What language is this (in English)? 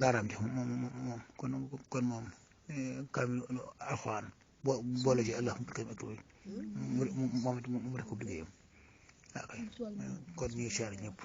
Wolof